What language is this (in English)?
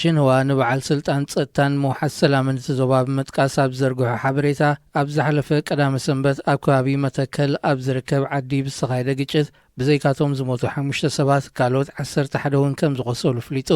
Tigrinya